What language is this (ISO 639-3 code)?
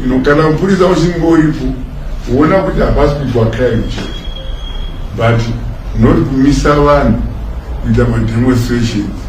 sna